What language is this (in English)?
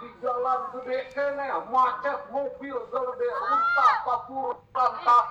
Sundanese